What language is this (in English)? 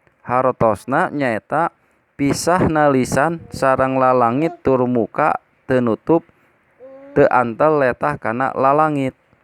Sundanese